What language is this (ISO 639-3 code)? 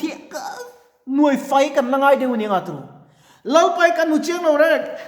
lus